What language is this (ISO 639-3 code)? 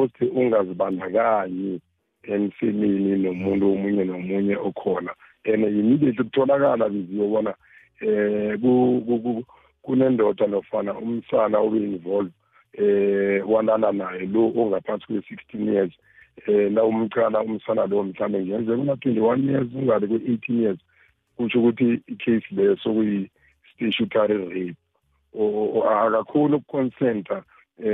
nbl